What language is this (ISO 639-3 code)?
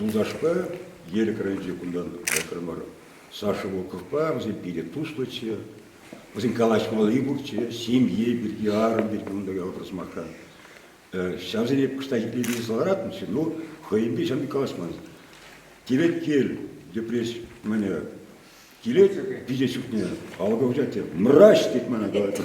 chv